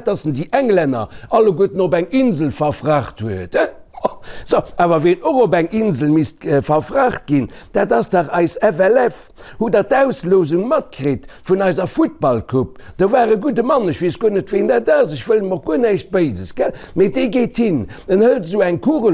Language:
Luxembourgish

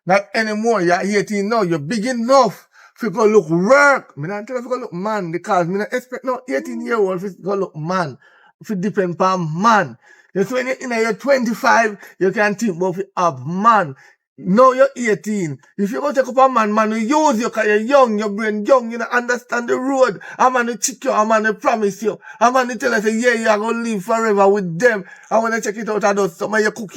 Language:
Jamaican Creole English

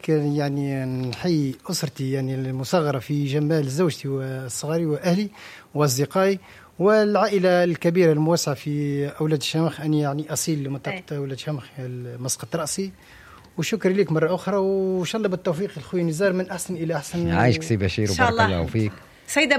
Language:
Tunisian Arabic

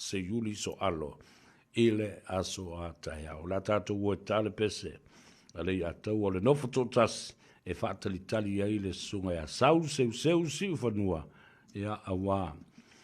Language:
Samoan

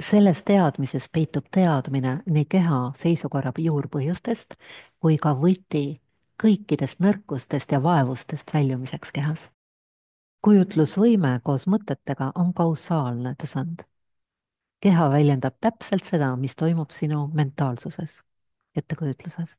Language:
Estonian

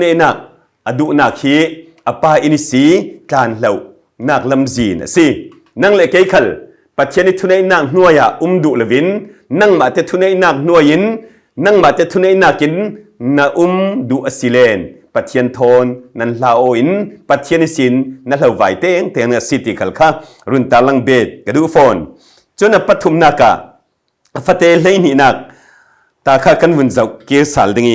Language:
Falam Chin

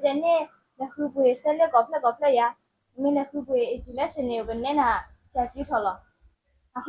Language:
S'gaw Karen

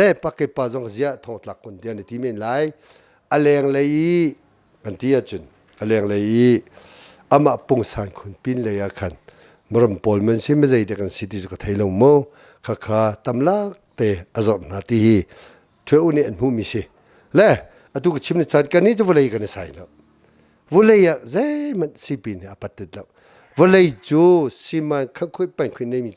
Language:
Hakha Chin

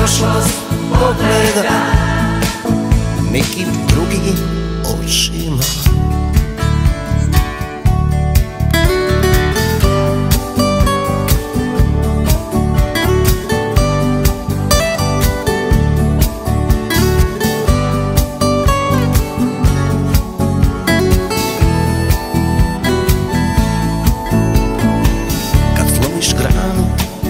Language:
Croatian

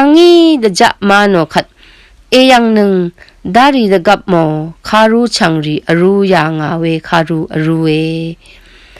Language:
Rawang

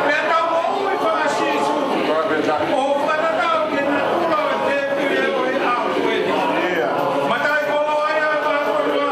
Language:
Tongan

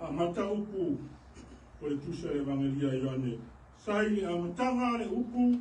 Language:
Samoan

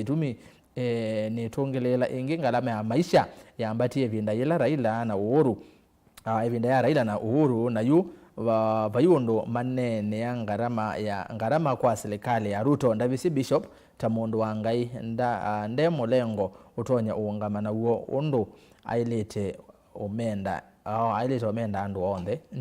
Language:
Kamba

